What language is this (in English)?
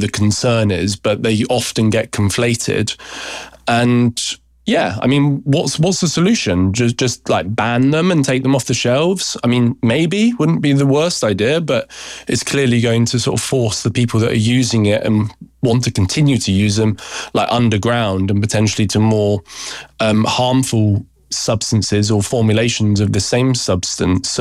English